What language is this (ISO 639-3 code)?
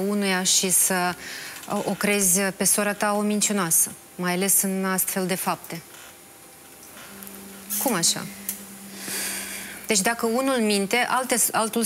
ron